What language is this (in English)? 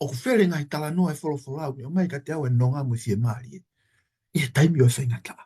Tongan